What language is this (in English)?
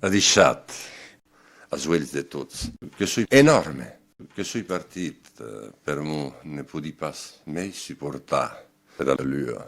Occitan